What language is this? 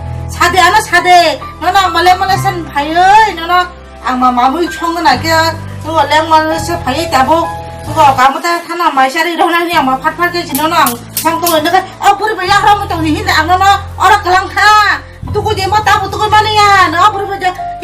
Kok Borok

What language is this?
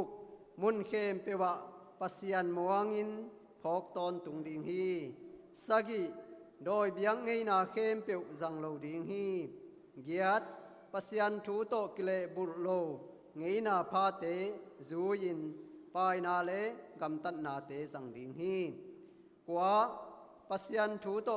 Tedim Chin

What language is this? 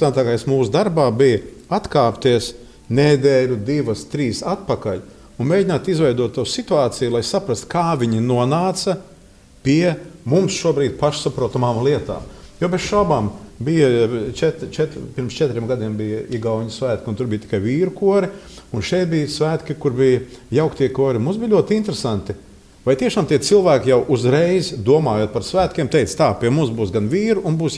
Latvian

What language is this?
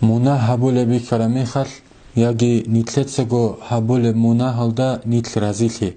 Avaric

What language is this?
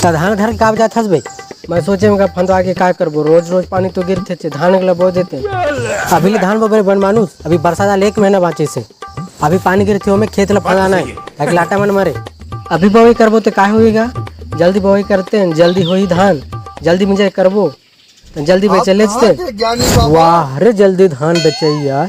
Chhattisgarhi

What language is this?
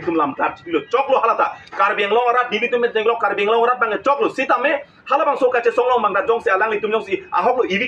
Karbi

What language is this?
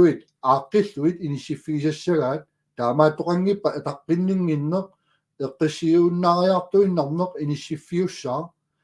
Kalaallisut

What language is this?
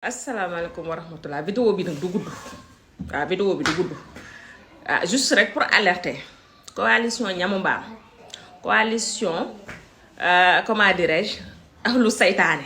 Wolof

